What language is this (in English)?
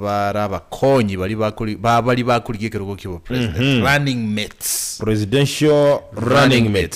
Gusii